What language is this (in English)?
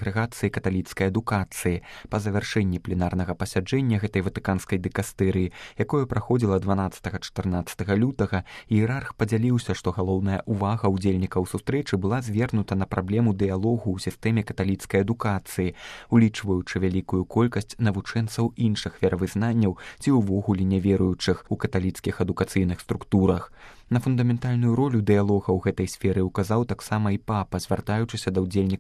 Belarusian